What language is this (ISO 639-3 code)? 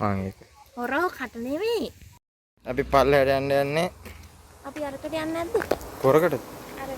sin